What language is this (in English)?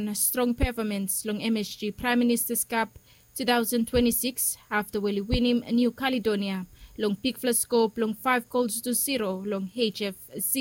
Bislama